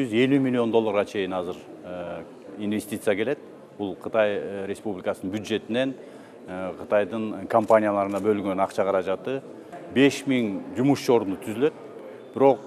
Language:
Kyrgyz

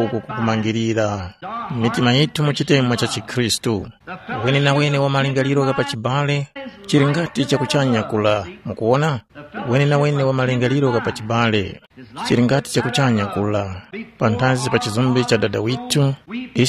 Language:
Tumbuka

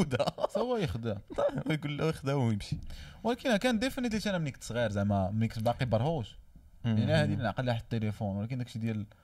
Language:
Moroccan Arabic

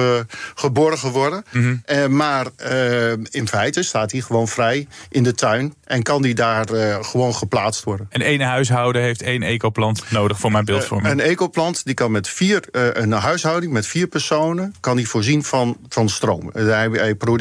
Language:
Dutch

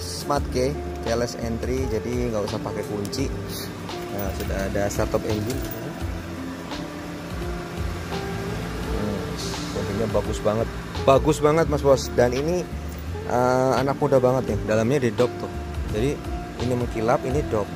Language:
Indonesian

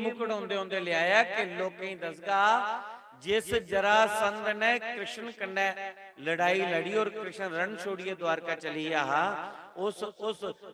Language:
Dogri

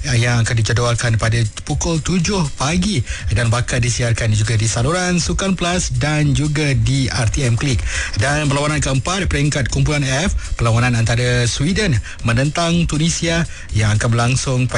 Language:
Malay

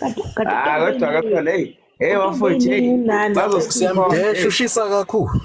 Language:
Zulu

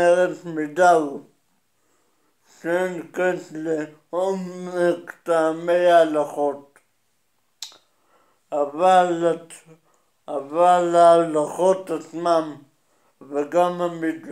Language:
Hebrew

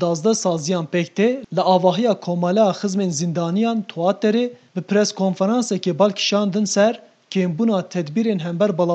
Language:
Kurdish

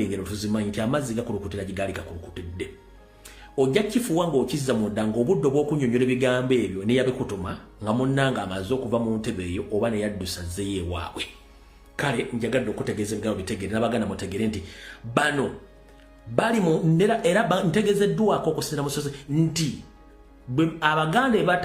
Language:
Ganda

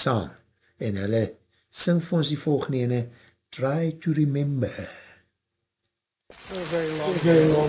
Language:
Afrikaans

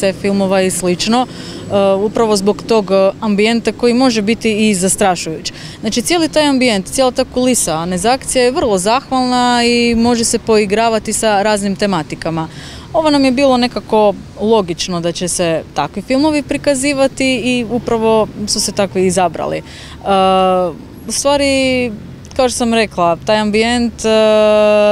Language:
Croatian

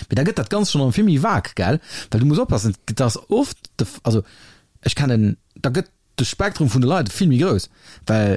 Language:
Luxembourgish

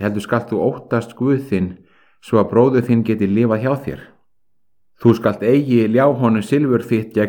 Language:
Icelandic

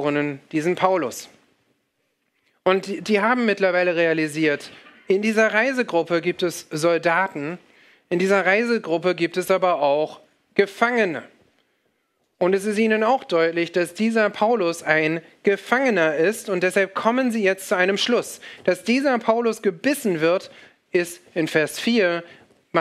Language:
German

